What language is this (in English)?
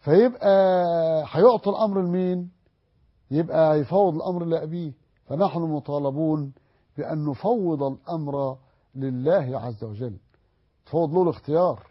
Egyptian Arabic